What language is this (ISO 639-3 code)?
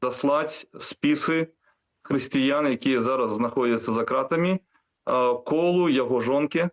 bel